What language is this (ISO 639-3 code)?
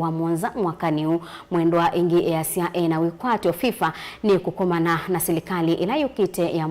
kam